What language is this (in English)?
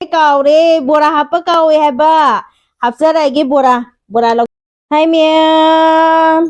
Manipuri